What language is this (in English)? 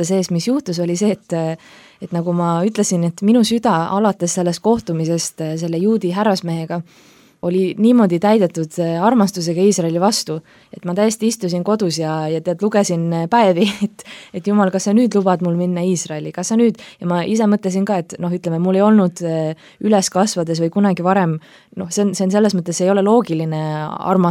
Estonian